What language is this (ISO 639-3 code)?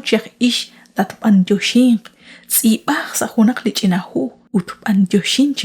kek